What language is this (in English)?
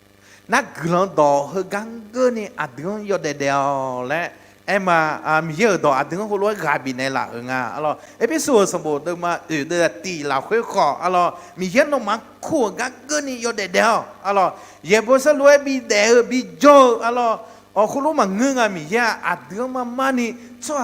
Akha